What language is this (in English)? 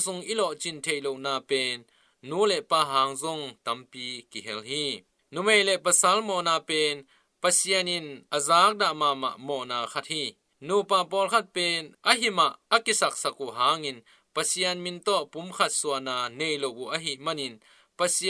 Tedim Chin